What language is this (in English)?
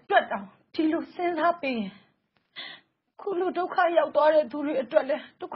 Burmese